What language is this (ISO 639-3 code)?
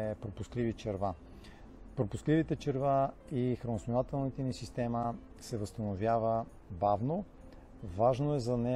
bul